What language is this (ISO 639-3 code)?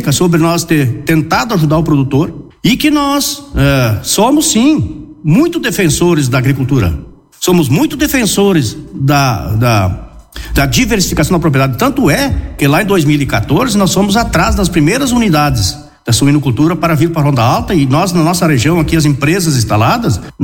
por